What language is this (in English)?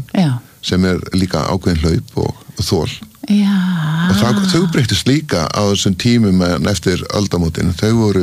Icelandic